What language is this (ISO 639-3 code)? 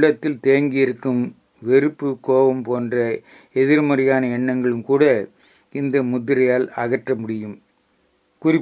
tam